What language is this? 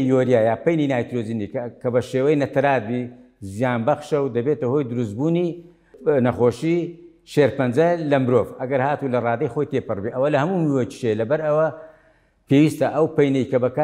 Central Kurdish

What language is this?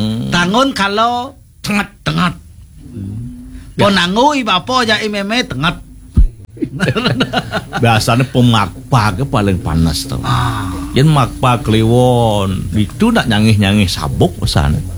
Balinese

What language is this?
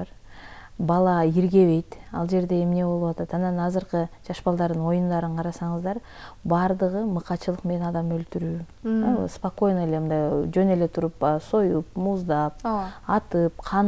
Kyrgyz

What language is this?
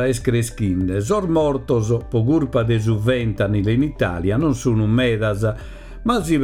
Sardinian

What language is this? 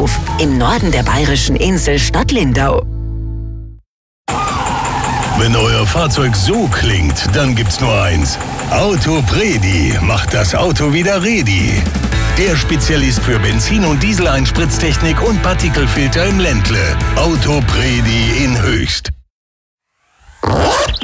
German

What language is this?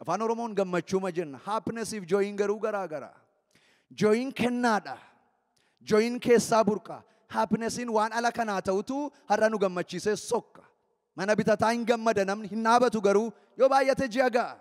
Oromo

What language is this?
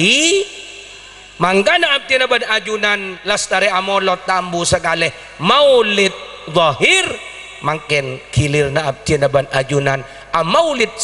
Madurese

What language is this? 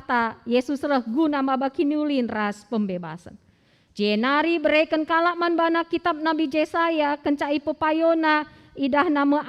Batak Karo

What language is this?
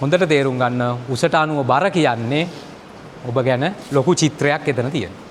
Sinhala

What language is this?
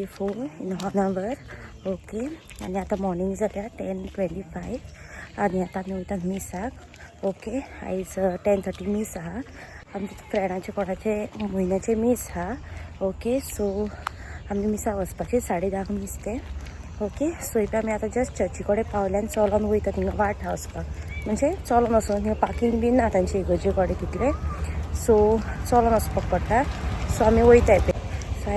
Konkani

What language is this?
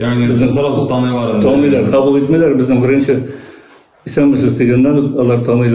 Bashkir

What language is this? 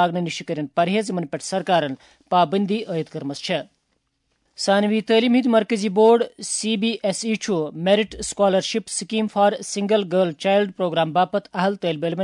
Kashmiri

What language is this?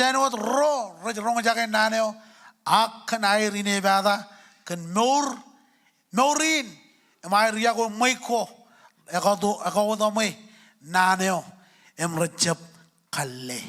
Marshallese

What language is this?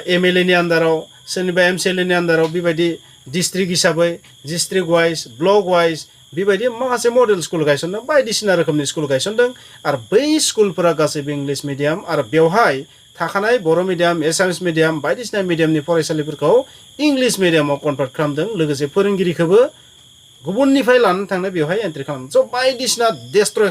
Bodo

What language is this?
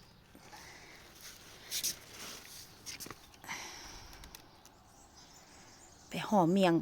Northeastern Thai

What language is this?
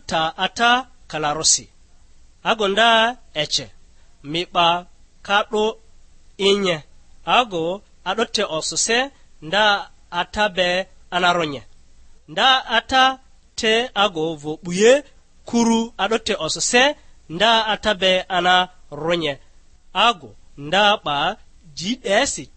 Lugbara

